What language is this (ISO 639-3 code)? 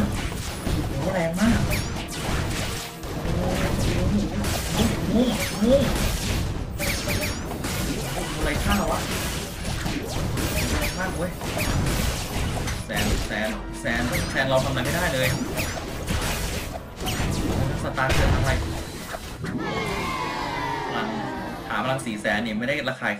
tha